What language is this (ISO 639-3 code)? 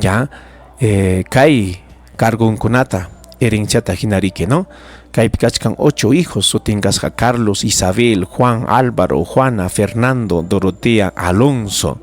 quy